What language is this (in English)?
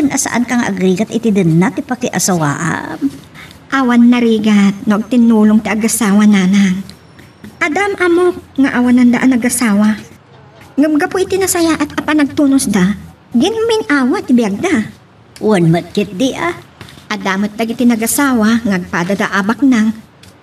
Iloko